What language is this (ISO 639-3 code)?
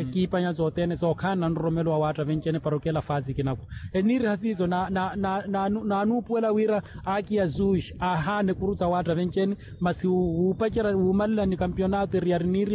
vmw